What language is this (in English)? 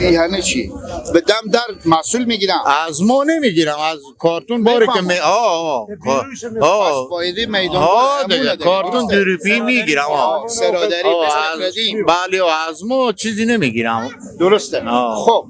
Persian